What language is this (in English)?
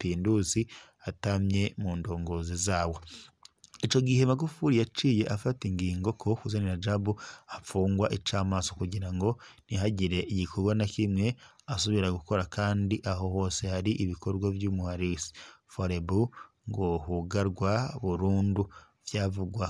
Rundi